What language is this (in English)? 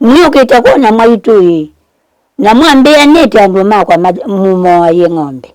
Kamba